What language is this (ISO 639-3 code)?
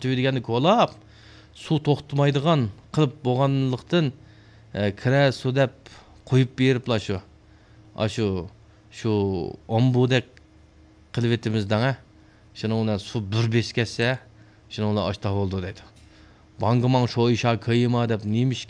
uig